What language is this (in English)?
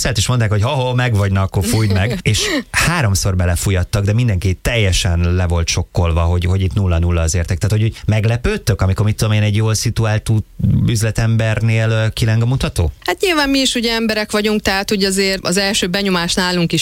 Hungarian